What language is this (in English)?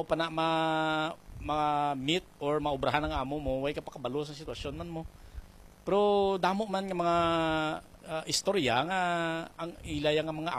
Hiligaynon